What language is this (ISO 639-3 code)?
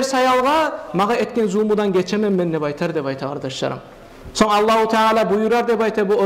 kum